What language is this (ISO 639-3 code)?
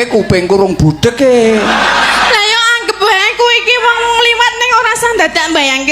jav